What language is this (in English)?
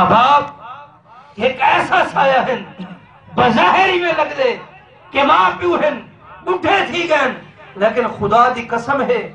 Saraiki